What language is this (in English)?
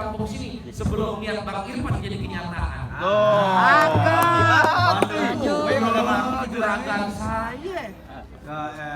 Betawi